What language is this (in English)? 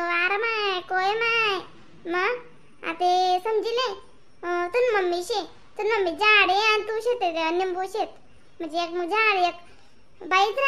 Khandesi